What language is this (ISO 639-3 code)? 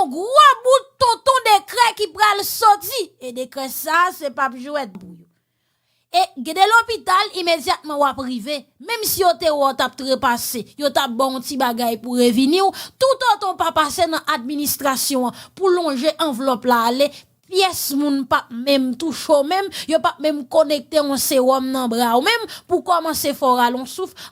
hat